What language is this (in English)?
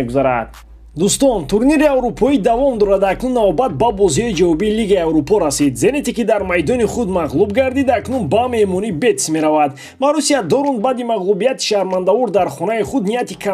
Tajik